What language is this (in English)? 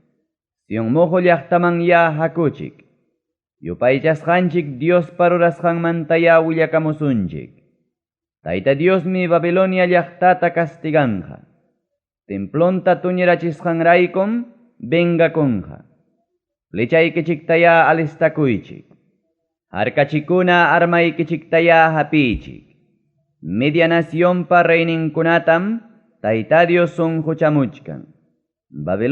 Ayacucho Quechua